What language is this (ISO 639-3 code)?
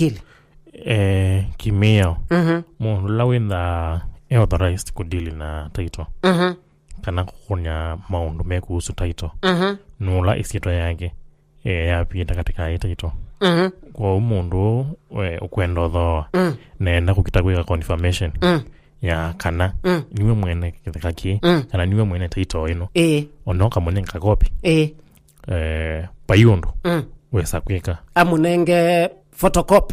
kam